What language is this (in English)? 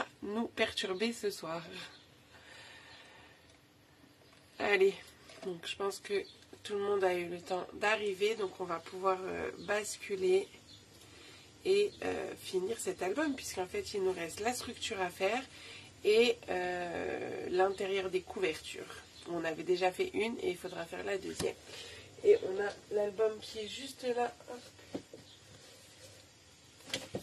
French